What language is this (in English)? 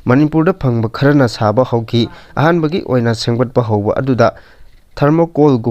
Manipuri